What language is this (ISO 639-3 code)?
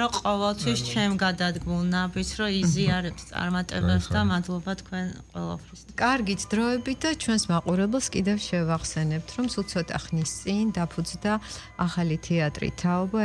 kat